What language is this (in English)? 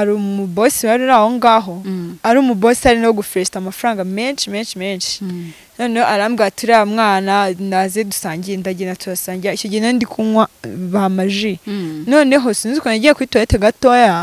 Kinyarwanda